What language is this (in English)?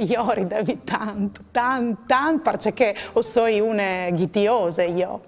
Friulian